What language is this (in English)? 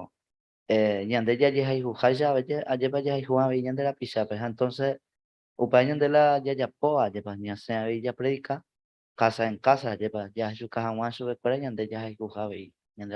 Guarani